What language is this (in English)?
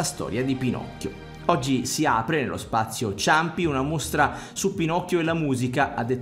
Italian